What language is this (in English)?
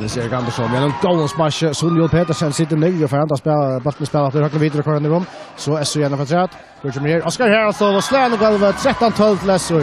Faroese